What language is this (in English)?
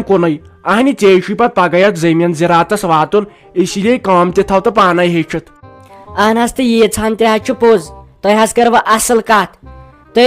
Kashmiri